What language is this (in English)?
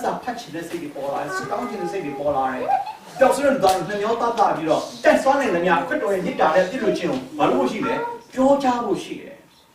Burmese